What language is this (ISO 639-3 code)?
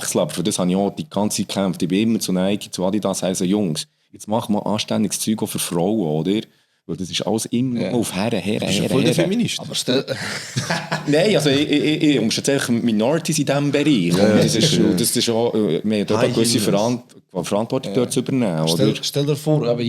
gsw